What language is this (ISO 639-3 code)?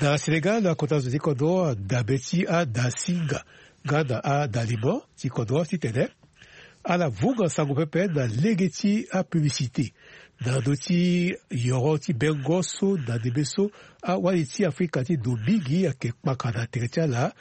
sag